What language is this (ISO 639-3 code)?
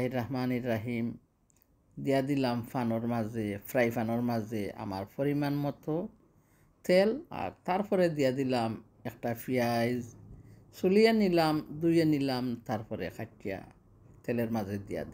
syl